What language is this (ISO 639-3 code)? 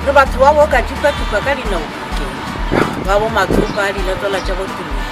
nso